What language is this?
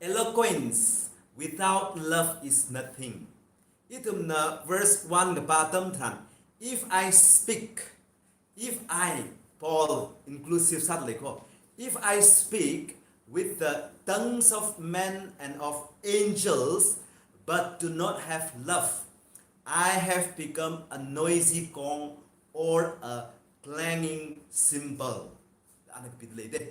Tangkhul Naga (India)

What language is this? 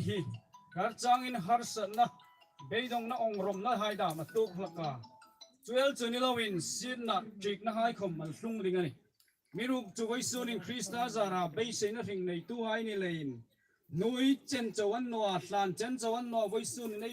Hmar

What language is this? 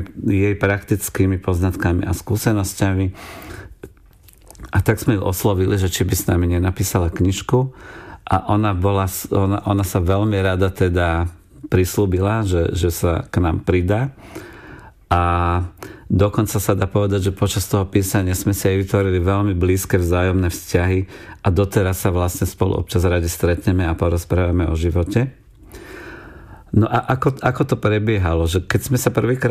Slovak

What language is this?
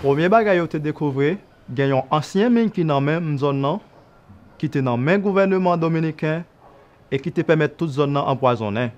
Haitian Creole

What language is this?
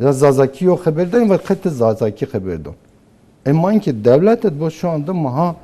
Zaza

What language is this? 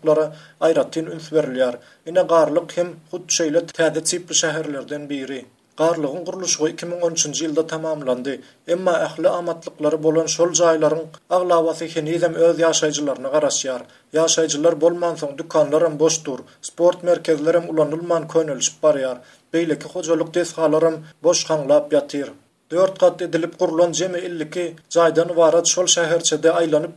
Turkmen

